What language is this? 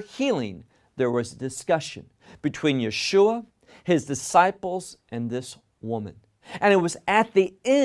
English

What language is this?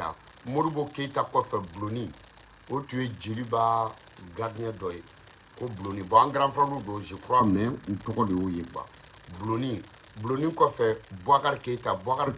Bambara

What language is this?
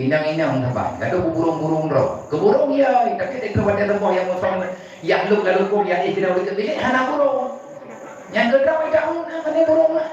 Achinese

